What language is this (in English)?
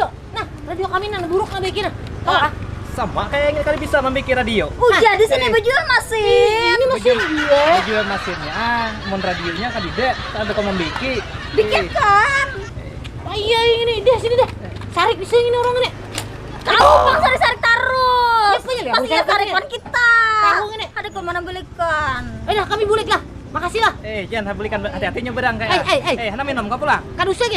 Banjar